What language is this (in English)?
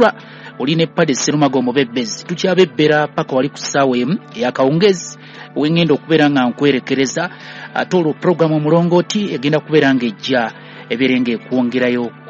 Ganda